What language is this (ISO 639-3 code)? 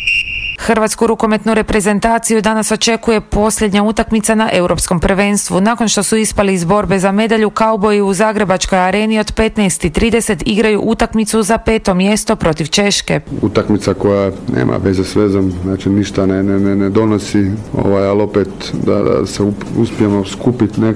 hrv